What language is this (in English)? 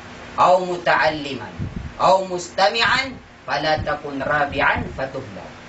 Maranao